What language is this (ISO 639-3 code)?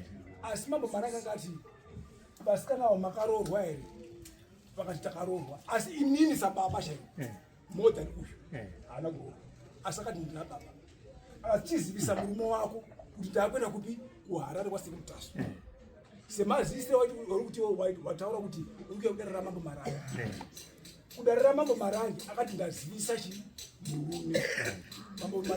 sna